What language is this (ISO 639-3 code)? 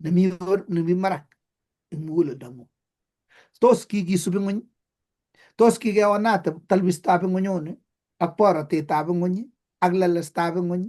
kln